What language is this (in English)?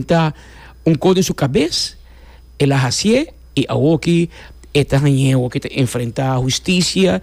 Papiamento